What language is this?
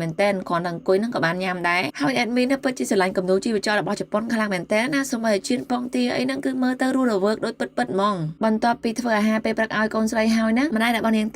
Khmer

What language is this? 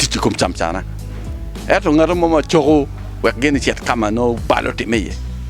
Acoli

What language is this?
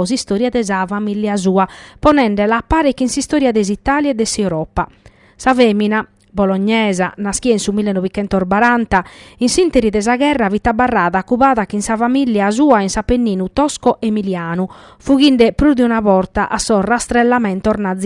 Sardinian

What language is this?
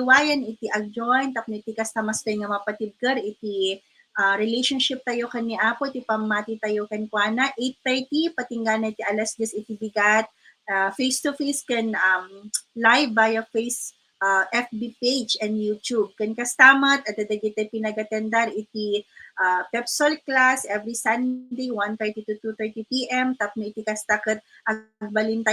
Iloko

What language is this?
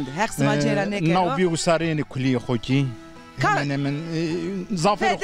Zaza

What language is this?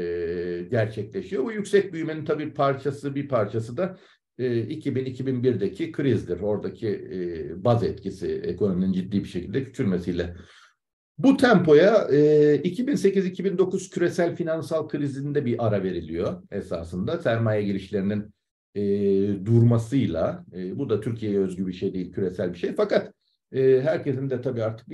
Turkish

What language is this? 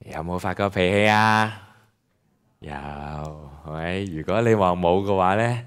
Cantonese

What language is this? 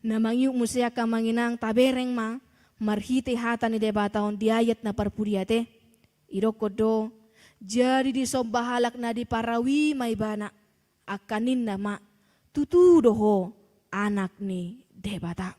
Batak Toba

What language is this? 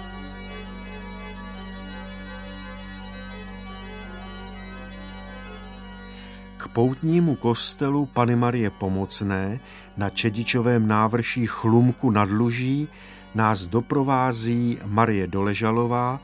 Czech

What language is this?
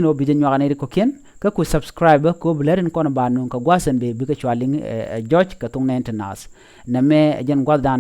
Nuer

